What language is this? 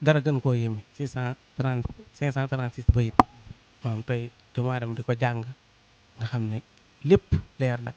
Wolof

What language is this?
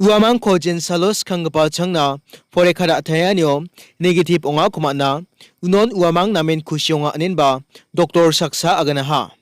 Garo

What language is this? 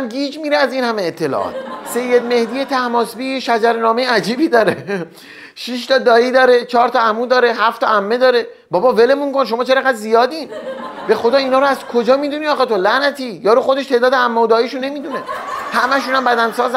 Persian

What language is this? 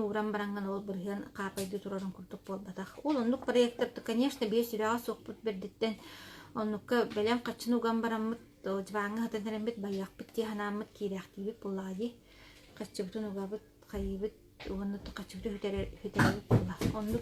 Yakut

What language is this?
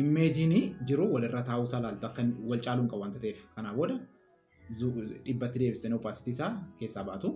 Oromo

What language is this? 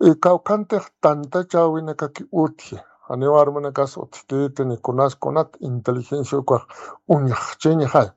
Aymara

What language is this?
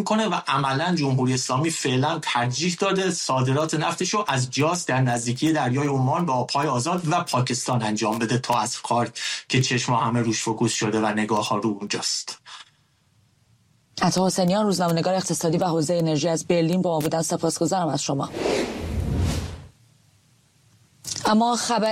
Persian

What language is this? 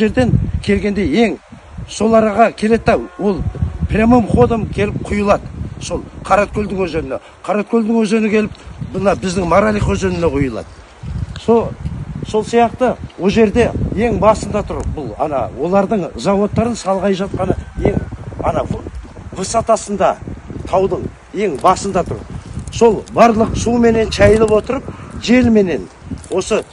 Kazakh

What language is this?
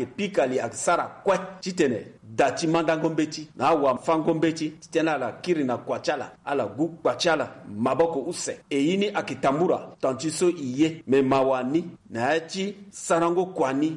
Sango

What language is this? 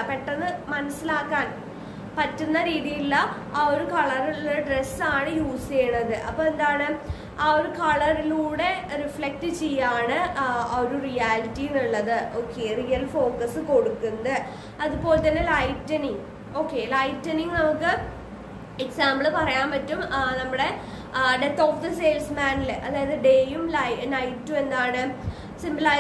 Malayalam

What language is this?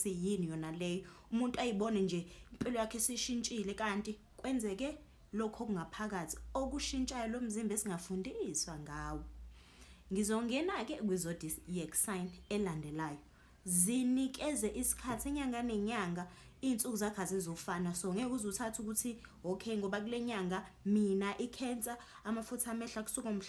Zulu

